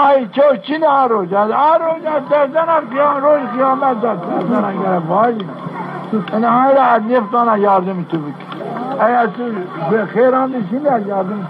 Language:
Zaza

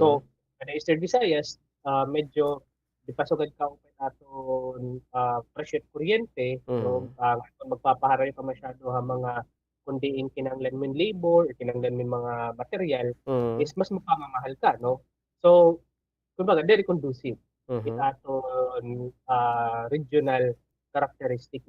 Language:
Waray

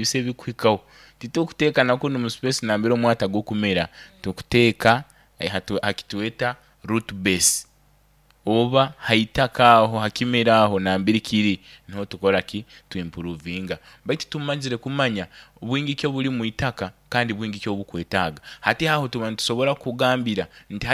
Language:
Nyoro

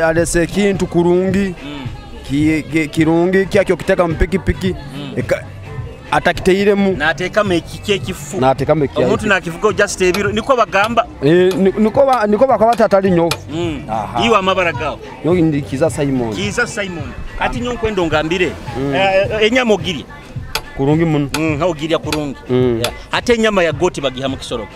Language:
Nyoro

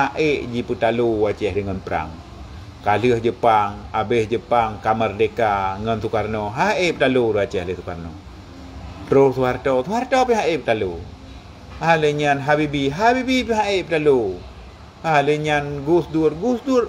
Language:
Achinese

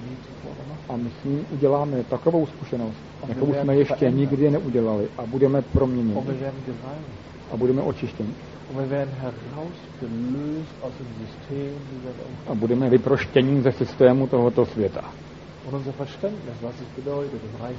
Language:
Czech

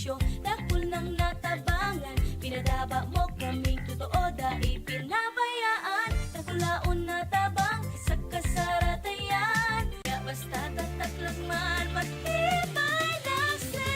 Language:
Bikol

